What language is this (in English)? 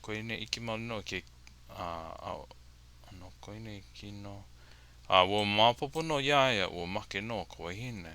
Hawaiian